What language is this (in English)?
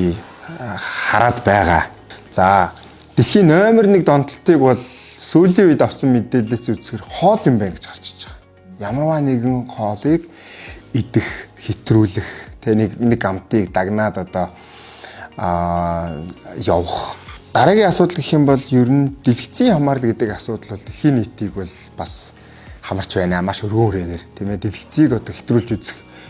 Mongolian